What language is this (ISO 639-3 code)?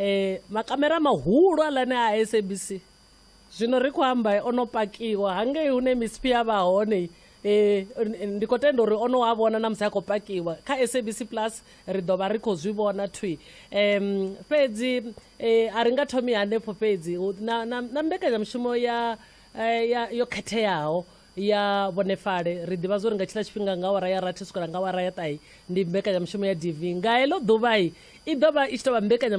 ven